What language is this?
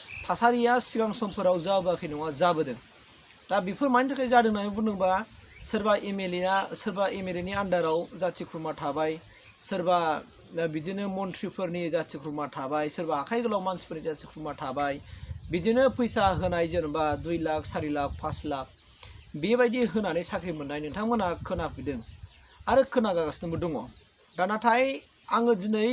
Bodo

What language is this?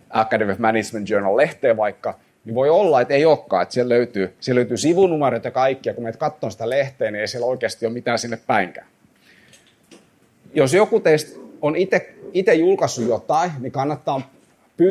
Finnish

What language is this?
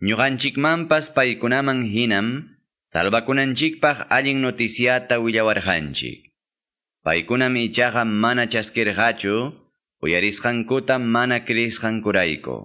Quechua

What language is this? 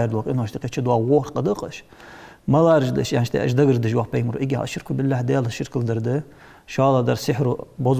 Ingush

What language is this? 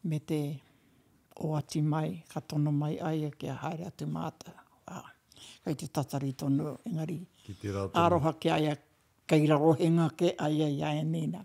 Māori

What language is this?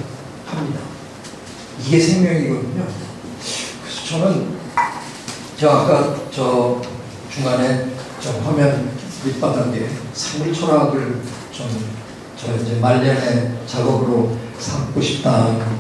Korean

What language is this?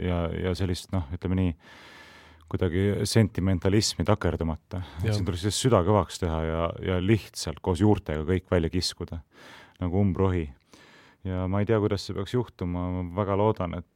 Estonian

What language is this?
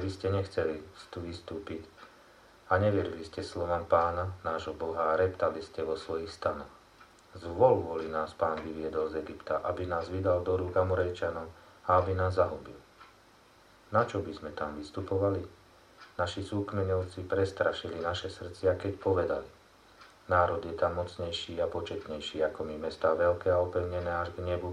Slovak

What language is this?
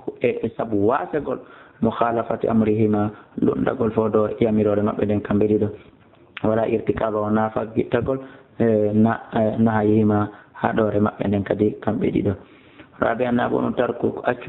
Fula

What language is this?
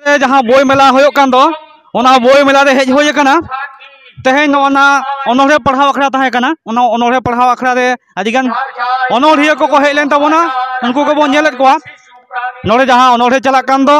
Santali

